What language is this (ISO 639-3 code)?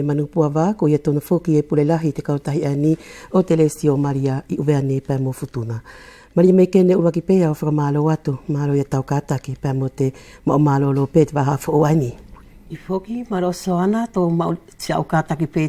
wls